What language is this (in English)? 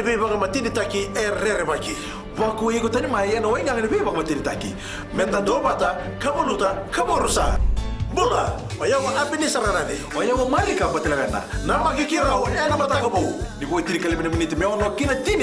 Fijian